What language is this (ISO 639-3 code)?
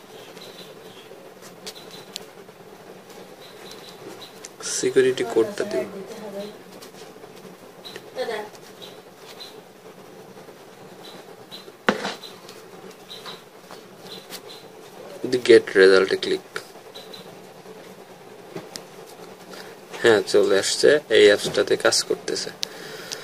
ben